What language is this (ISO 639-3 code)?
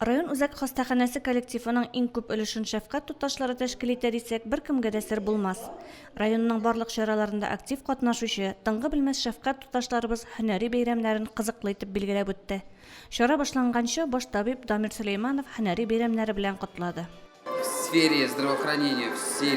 tat